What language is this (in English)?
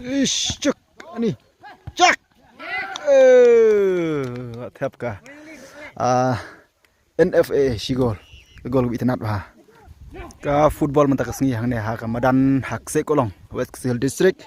Khasi